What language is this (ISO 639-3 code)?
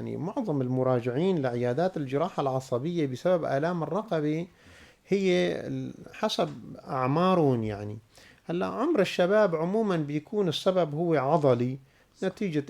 apc